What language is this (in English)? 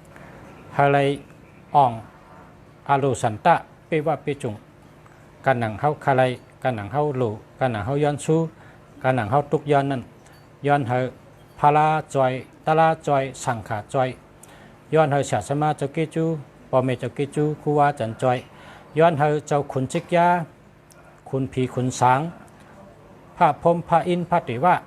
Shan